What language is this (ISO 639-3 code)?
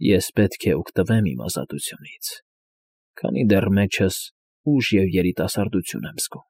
hye